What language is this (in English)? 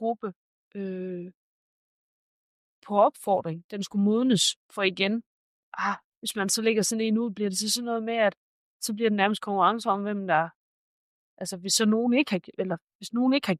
Danish